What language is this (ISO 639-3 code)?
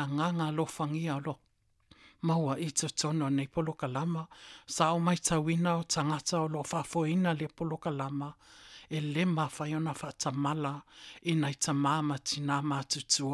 smo